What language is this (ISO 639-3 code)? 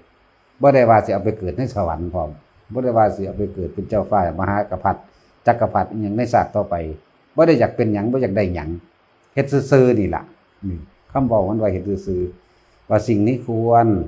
tts